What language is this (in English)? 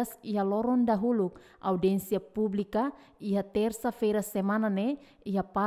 Tetum